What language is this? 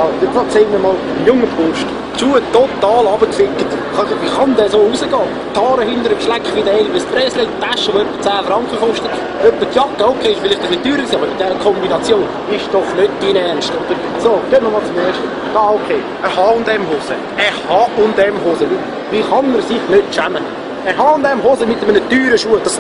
Swiss German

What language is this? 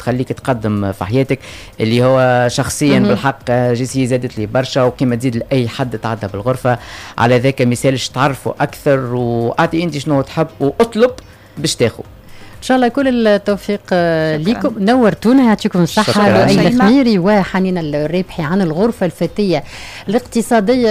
Tunisian Arabic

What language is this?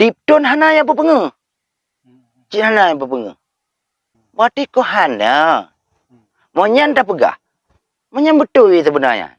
Achinese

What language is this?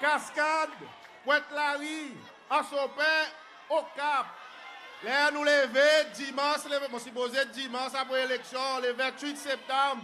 Seselwa Creole French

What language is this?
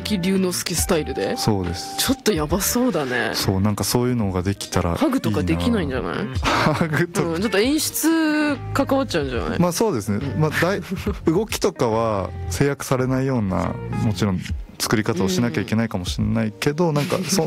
Japanese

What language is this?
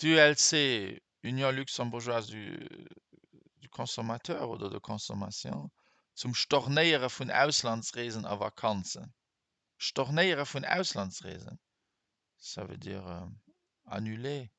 Luxembourgish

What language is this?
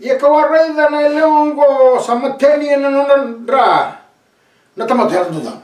Fijian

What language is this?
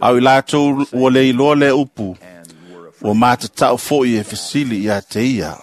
Samoan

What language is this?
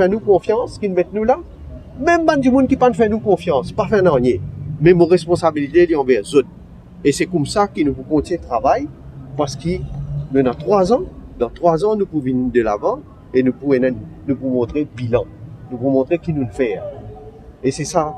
Morisyen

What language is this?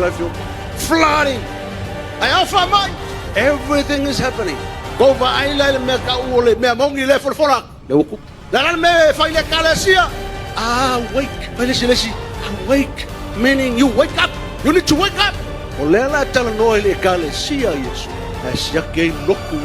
Samoan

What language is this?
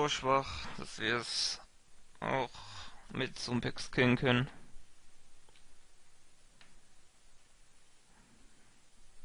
German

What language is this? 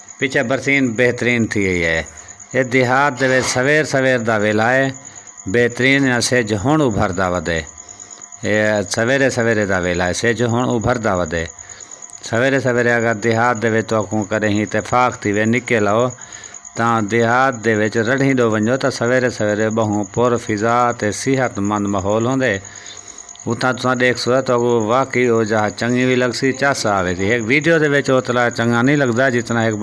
Saraiki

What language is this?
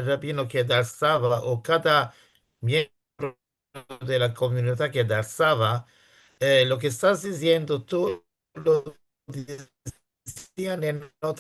Ladino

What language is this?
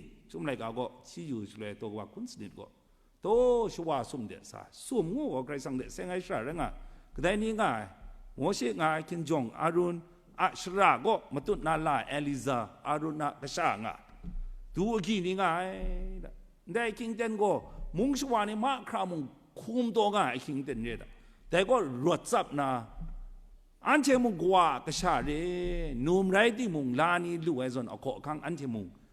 Kachin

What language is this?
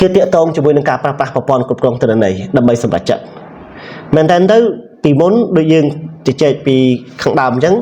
Khmer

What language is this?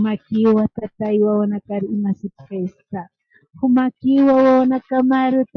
Aymara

